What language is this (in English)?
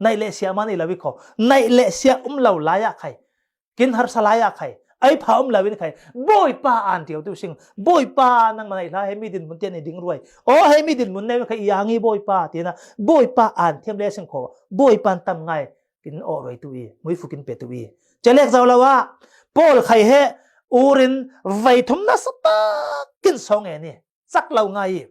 Falam Chin